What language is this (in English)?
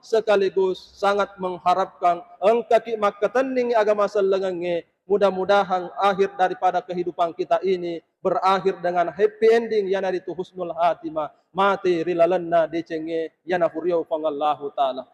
Buginese